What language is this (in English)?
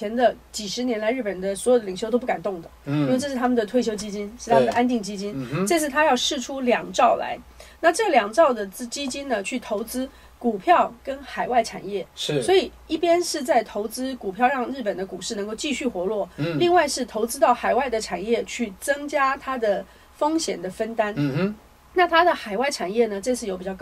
Chinese